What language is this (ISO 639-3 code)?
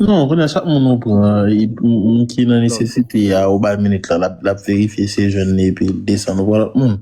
hat